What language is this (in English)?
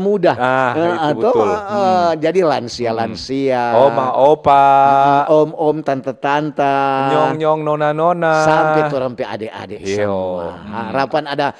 Manado Malay